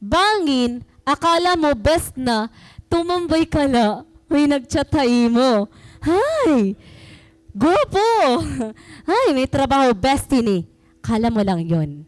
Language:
Waray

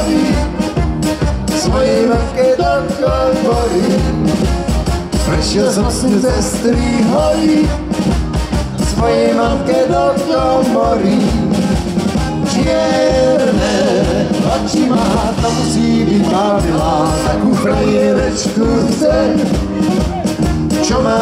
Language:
Slovak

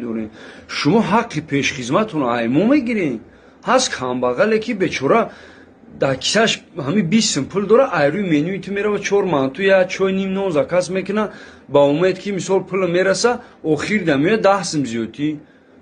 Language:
Tajik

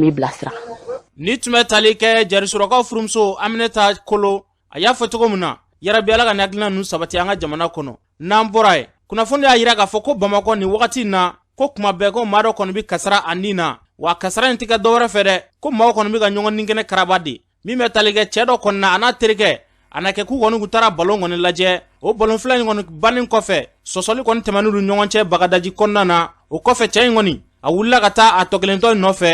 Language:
Bambara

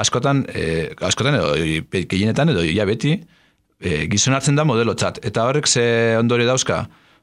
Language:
Basque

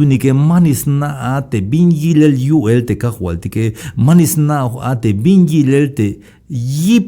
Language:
Tzeltal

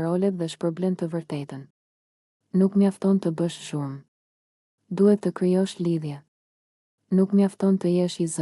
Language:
Albanian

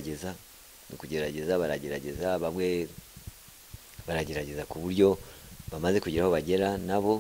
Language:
Kinyarwanda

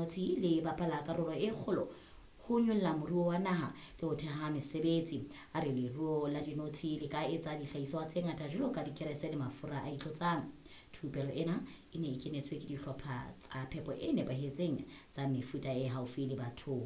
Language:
Southern Sotho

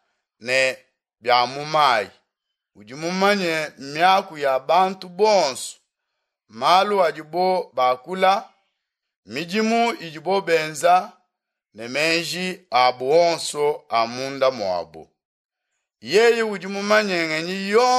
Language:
Luba-Lulua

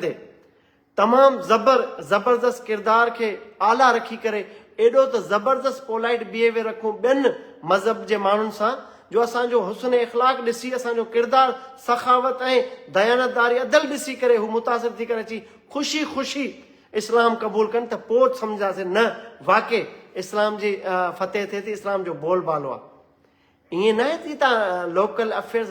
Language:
Sindhi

